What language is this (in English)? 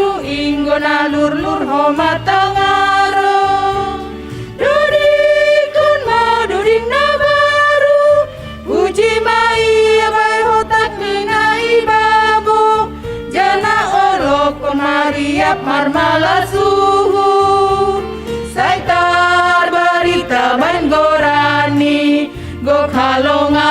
Batak Simalungun